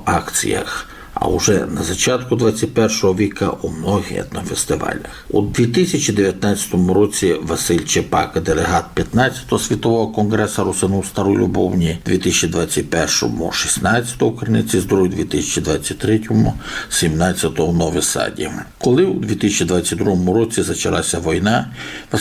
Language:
Rusyn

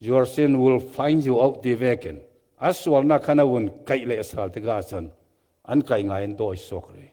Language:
Falam Chin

